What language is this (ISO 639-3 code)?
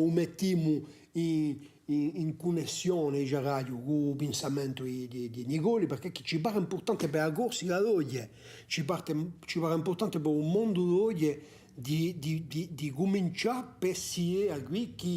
cos